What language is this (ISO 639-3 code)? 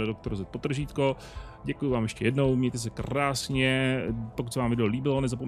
ces